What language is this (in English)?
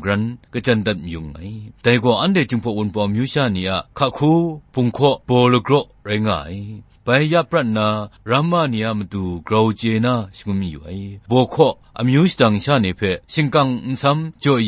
Kachin